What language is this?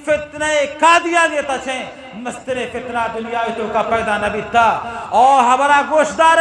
Eastern Balochi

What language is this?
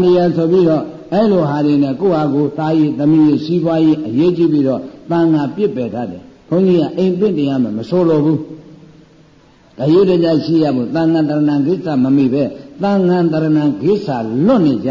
Burmese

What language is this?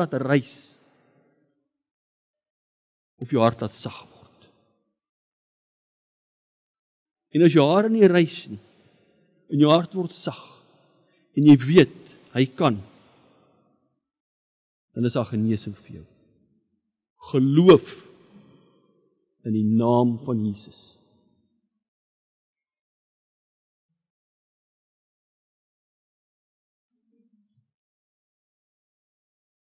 Afrikaans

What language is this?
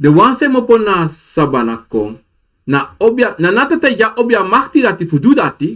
Sranan Tongo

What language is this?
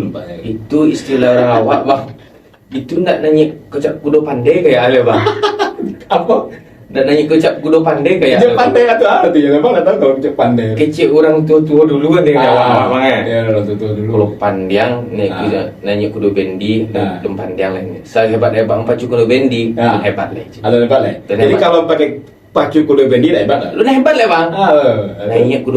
Minangkabau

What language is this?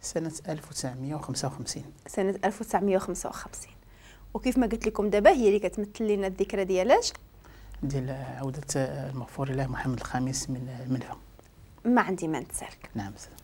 Moroccan Arabic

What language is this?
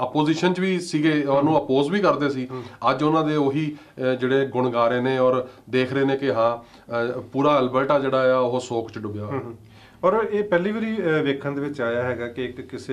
Punjabi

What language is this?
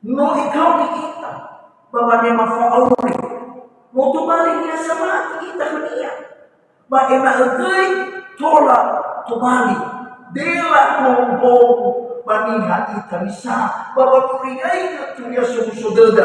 Nias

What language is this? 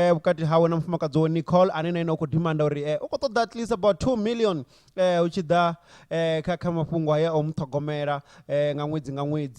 Venda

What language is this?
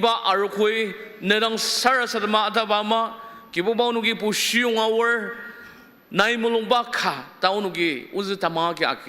Ao Naga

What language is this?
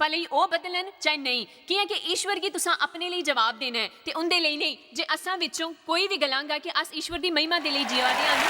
Dogri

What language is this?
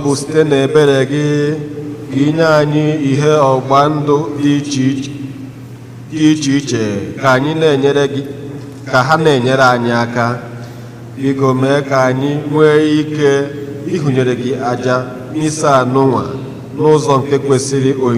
Igbo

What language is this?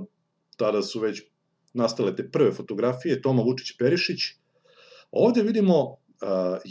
Serbian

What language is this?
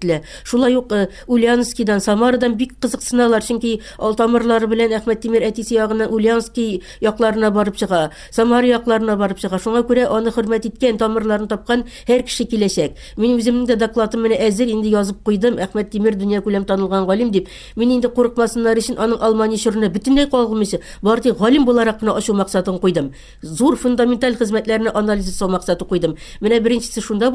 Tatar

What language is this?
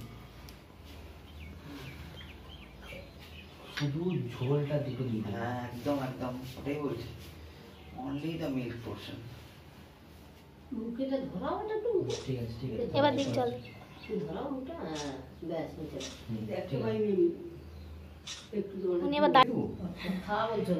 Bangla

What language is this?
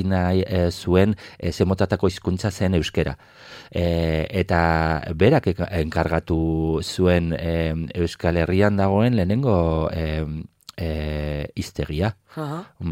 Basque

